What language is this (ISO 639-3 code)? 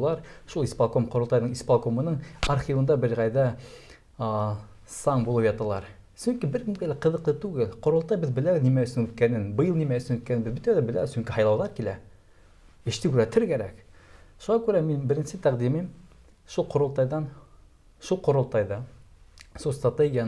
bak